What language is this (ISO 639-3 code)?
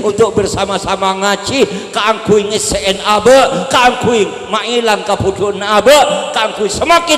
mad